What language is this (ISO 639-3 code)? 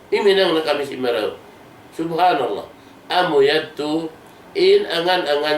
tsg